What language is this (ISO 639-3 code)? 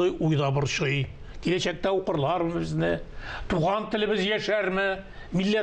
tat